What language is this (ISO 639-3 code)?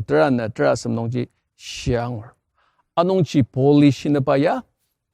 njo